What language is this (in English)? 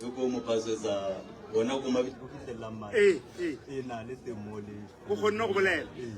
Northern Sotho